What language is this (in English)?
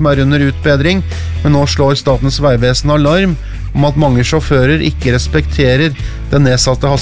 Norwegian